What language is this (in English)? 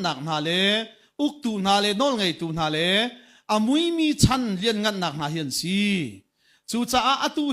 Hakha Chin